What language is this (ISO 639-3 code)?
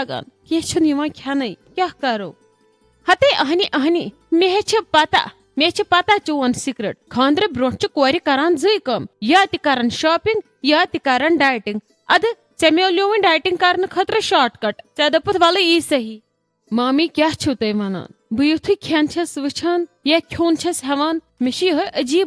kas